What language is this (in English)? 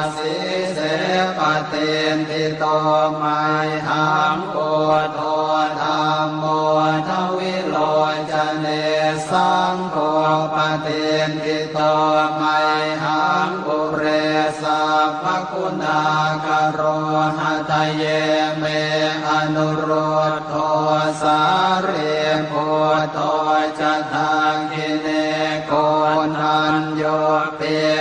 Pali